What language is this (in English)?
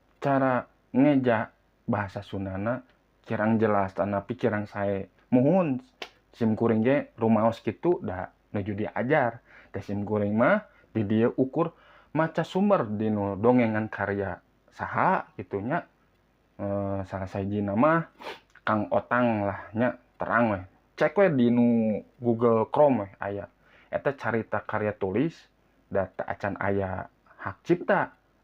Sundanese